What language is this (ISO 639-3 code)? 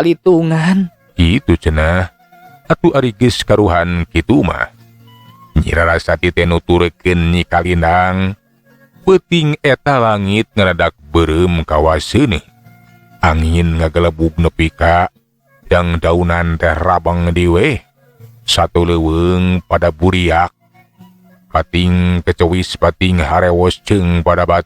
sun